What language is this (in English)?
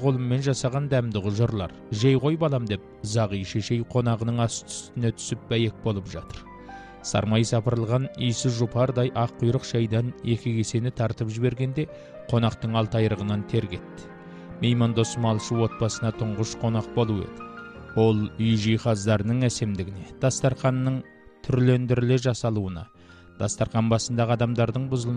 Kazakh